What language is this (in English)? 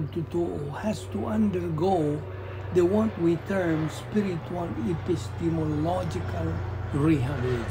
Cebuano